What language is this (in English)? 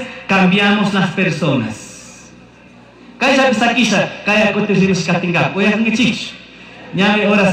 Chimborazo Highland Quichua